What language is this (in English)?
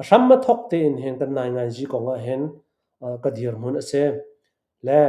Hakha Chin